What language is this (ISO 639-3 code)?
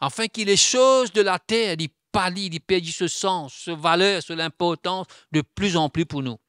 mfe